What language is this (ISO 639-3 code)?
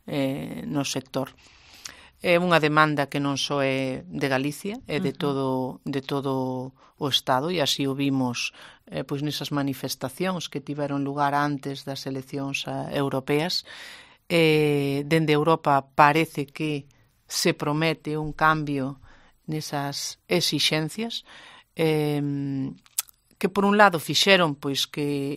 glg